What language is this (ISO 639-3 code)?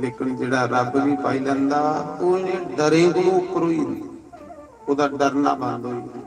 doi